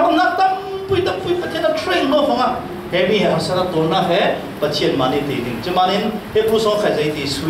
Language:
Falam Chin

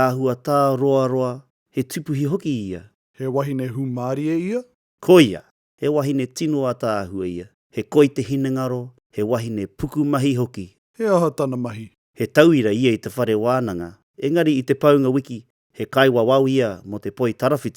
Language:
Māori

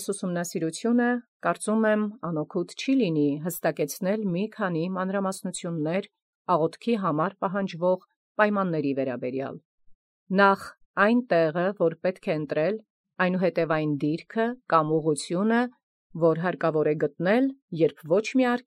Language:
Armenian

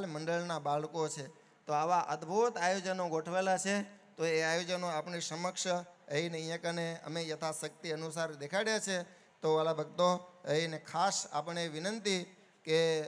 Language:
Gujarati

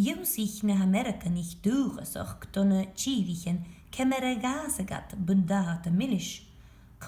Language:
Scottish Gaelic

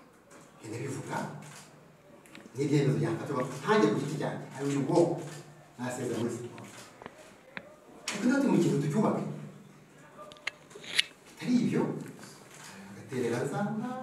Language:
Kinyarwanda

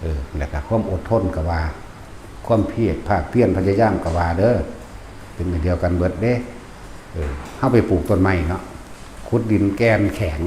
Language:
Lao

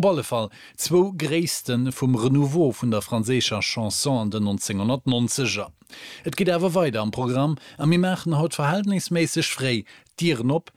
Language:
Luxembourgish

